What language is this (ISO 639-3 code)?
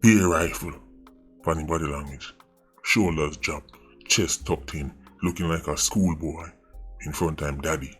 jam